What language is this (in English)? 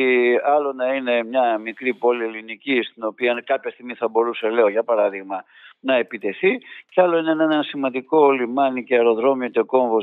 Greek